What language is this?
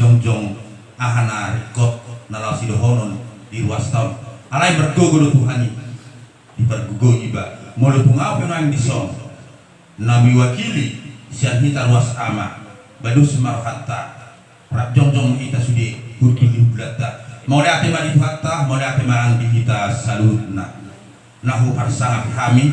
Batak Toba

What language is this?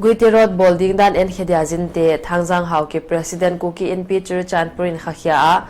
Paite Chin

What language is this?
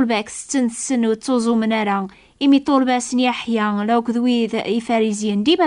Kabyle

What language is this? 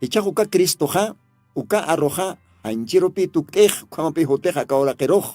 Aymara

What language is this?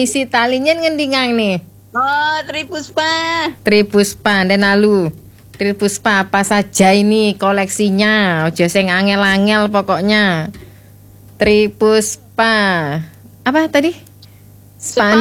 Balinese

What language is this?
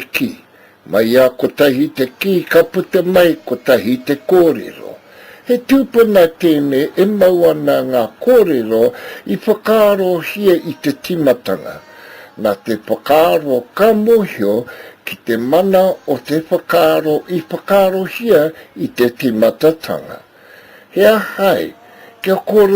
Māori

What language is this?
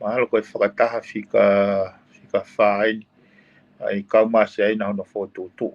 Tongan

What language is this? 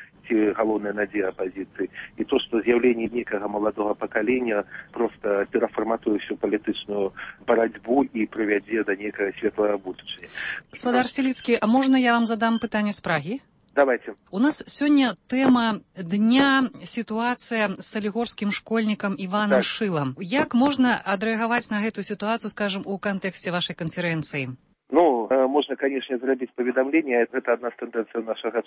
Belarusian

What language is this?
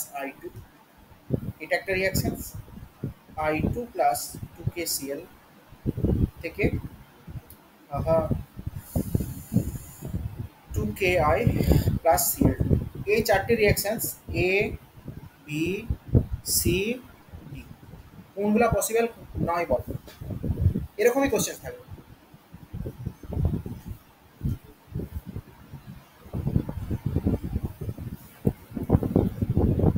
Bangla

